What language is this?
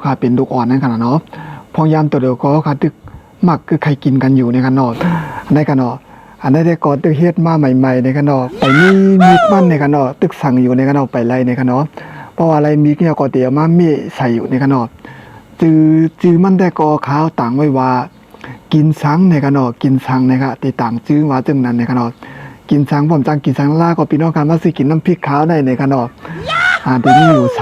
Shan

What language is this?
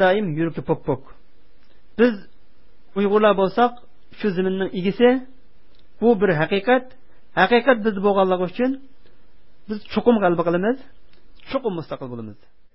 Uyghur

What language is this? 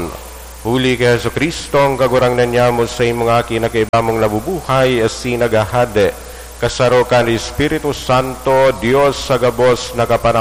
Bikol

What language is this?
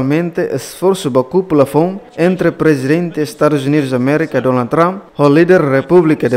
Tetum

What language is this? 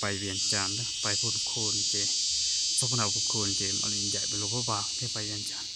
Hmong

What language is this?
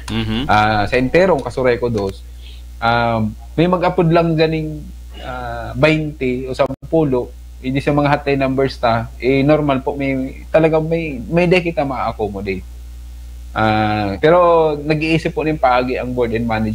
Bikol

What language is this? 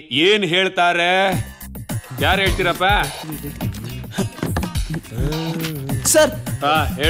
Kannada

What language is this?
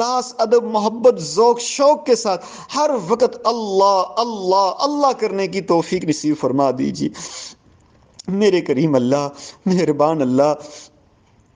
Urdu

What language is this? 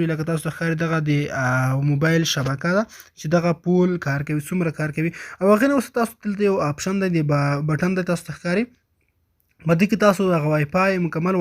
Pashto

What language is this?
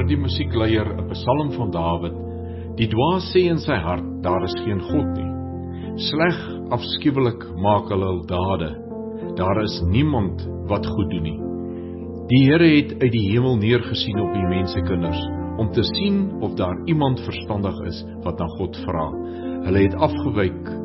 Afrikaans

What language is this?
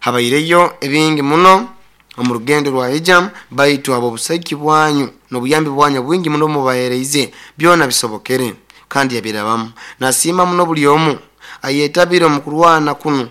Nyoro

